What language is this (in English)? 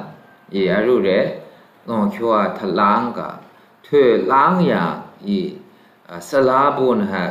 Maru